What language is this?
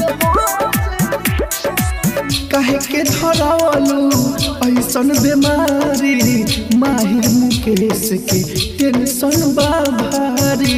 Bhojpuri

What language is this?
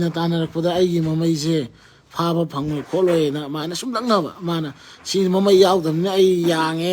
Manipuri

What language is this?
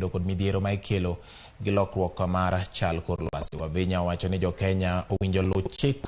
Luo (Kenya and Tanzania)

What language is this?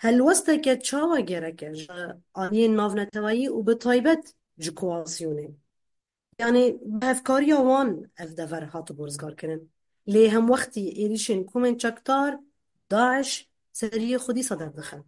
Kurdish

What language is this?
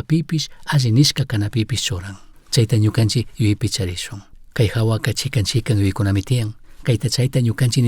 Chimborazo Highland Quichua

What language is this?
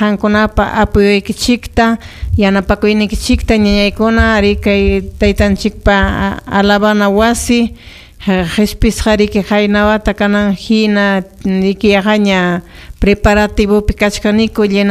Ayacucho Quechua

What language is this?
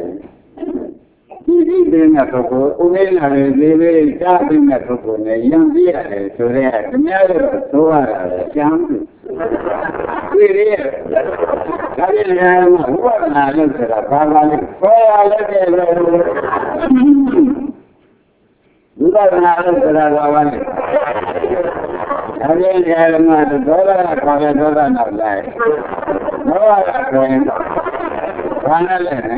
Burmese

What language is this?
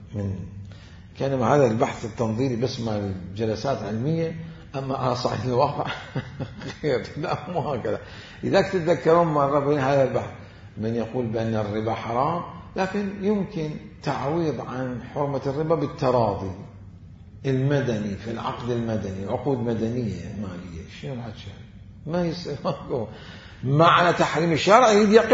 Mesopotamian Arabic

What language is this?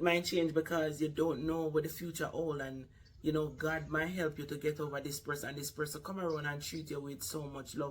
Jamaican Creole English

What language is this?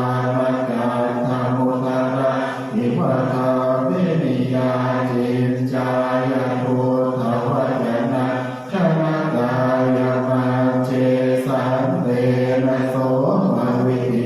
Pali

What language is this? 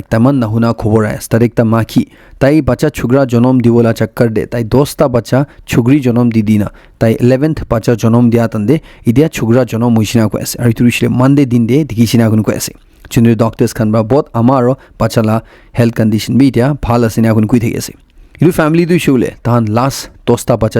Naga Pidgin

